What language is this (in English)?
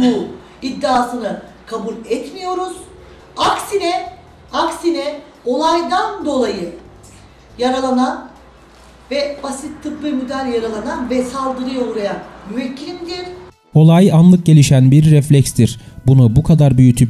Turkish